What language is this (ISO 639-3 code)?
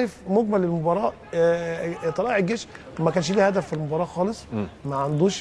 arz